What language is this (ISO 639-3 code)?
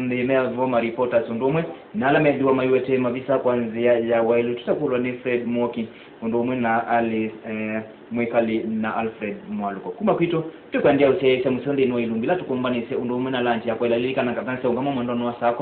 kam